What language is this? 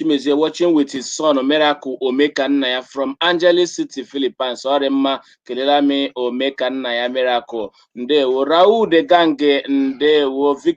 Igbo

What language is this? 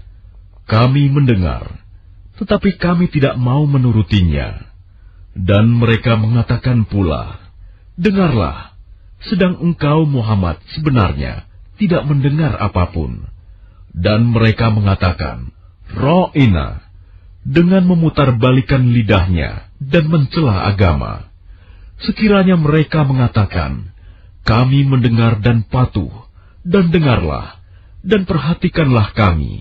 Indonesian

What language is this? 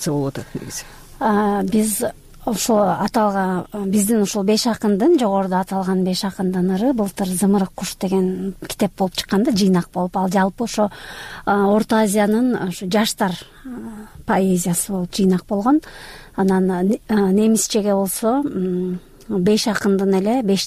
Kyrgyz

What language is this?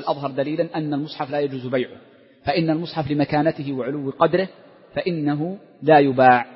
Arabic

